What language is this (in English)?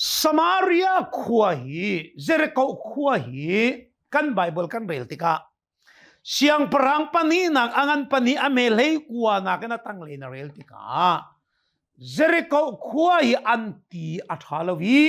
Hakha Chin